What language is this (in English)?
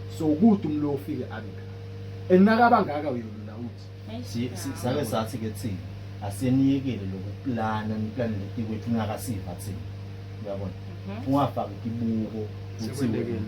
Zulu